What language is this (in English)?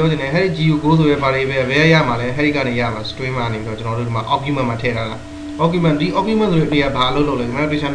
Burmese